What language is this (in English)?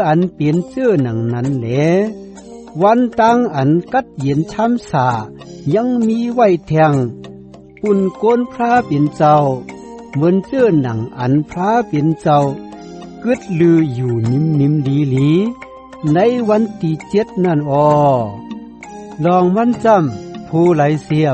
Shan